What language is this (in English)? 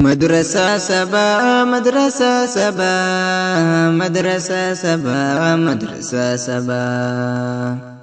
Oromo